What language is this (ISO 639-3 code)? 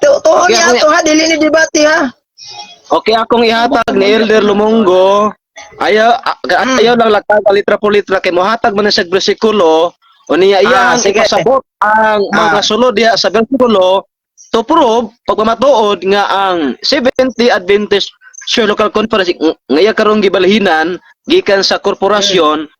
ceb